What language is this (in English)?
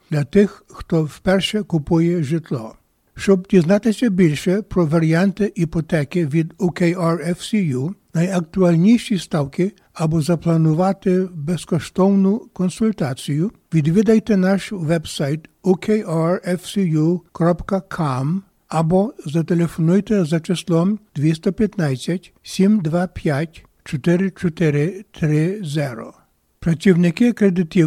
Ukrainian